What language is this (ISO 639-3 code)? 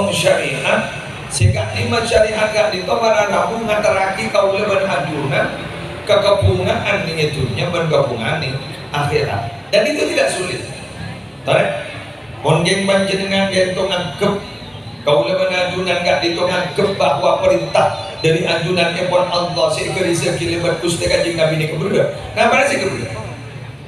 mad